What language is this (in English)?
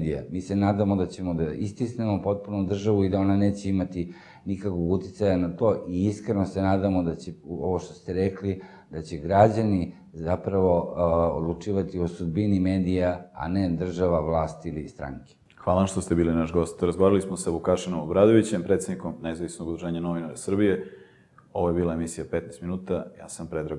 Serbian